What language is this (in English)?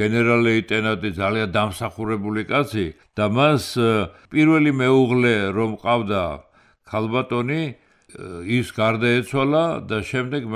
Georgian